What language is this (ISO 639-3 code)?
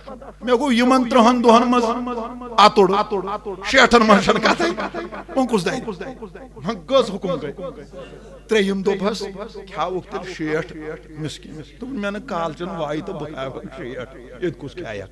kas